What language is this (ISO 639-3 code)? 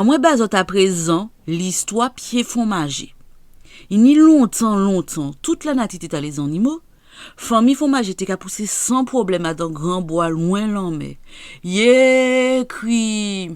gcf